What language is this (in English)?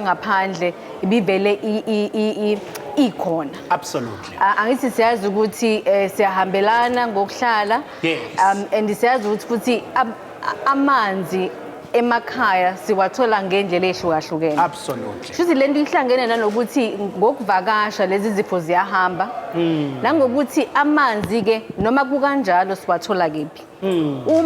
Zulu